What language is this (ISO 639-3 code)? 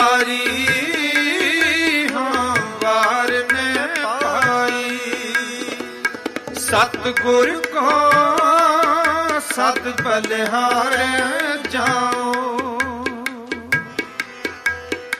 pan